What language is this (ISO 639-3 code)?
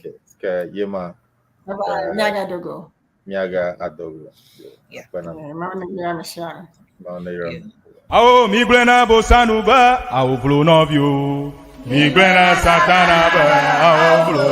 ewe